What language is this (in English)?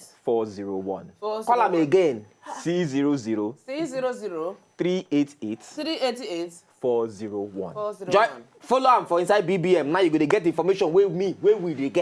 Nigerian Pidgin